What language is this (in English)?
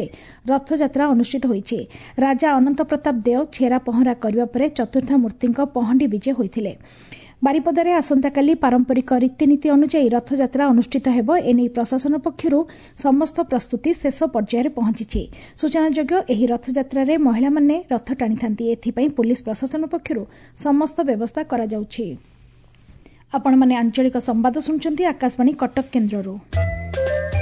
Odia